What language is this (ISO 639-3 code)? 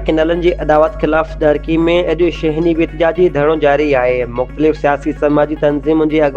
snd